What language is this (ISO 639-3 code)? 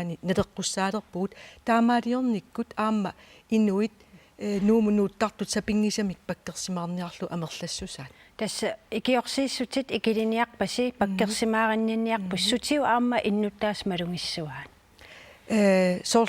kal